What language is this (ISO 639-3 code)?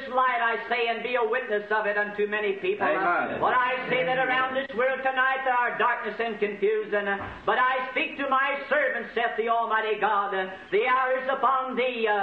eng